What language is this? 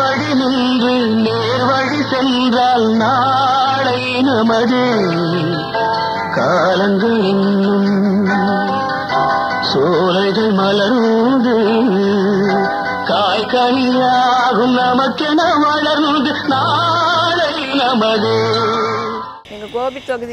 Tamil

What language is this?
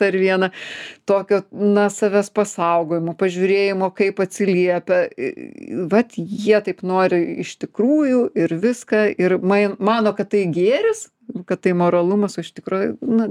Lithuanian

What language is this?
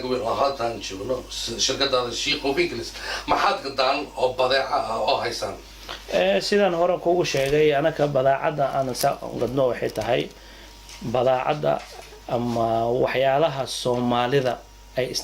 Somali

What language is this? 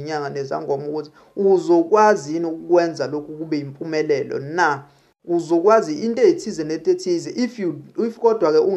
Zulu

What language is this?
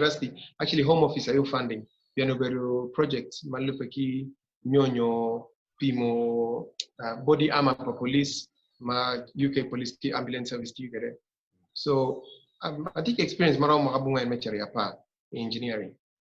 Acoli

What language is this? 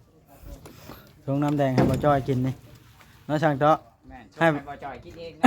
Northeastern Thai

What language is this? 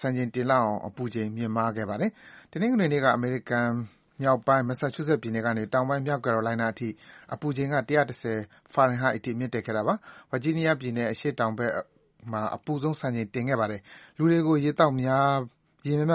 Burmese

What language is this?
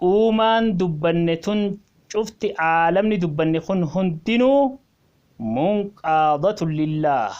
Oromo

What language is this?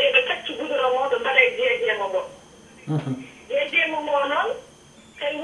Fula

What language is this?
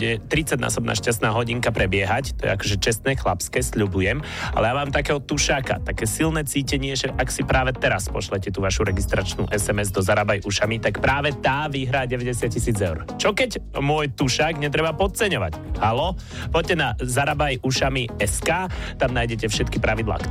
Slovak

